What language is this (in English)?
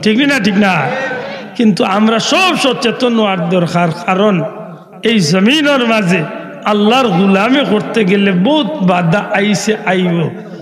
Sylheti